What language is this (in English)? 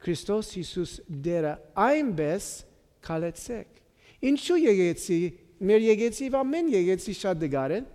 Western Armenian